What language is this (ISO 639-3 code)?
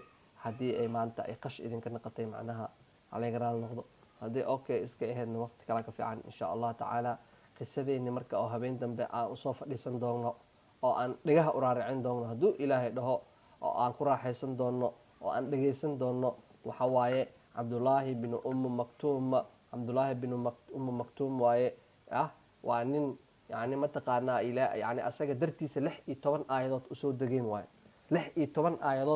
som